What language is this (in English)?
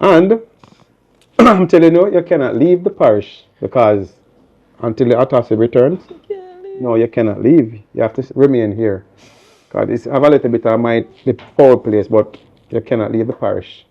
Jamaican Creole English